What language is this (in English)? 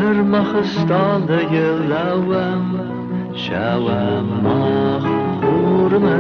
Ossetic